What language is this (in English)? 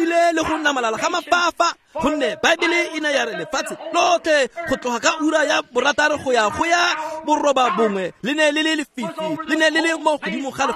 Tswana